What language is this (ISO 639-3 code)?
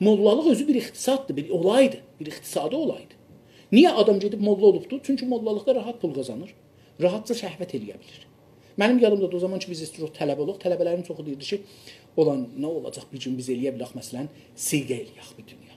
azb